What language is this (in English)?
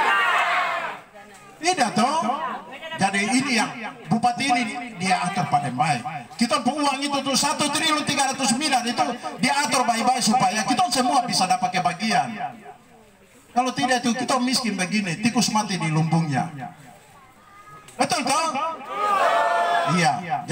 Indonesian